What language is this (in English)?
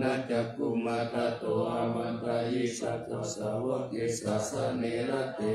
Pali